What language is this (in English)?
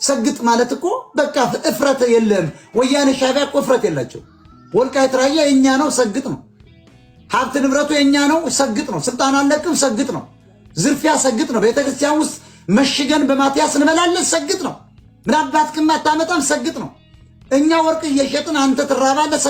Amharic